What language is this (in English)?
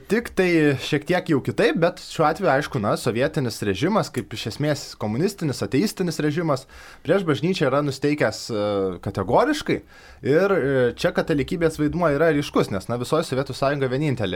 Lithuanian